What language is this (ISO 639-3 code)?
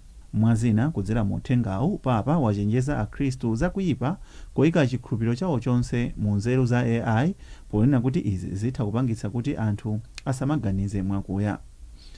nya